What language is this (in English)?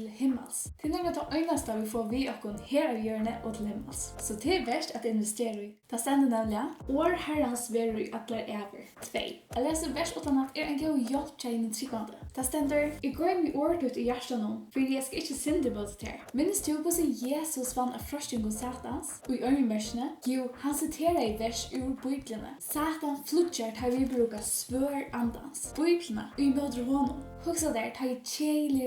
Faroese